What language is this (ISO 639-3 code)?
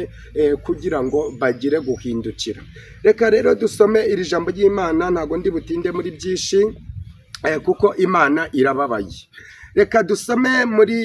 kin